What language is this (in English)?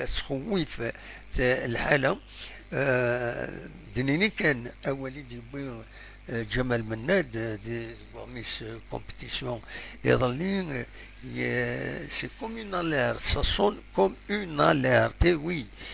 Kabyle